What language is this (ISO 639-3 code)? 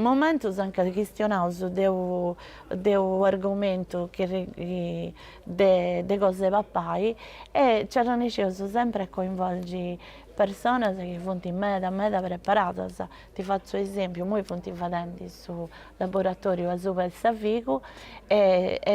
srd